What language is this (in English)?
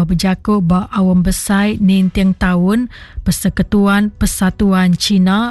Iban